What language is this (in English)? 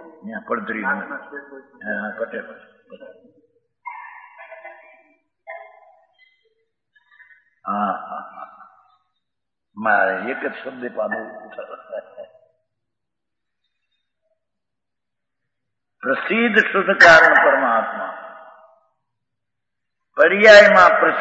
Gujarati